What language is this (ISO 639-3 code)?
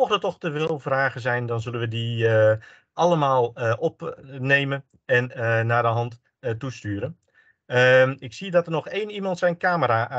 nld